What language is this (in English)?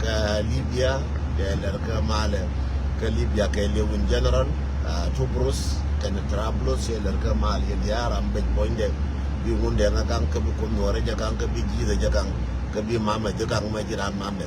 Nuer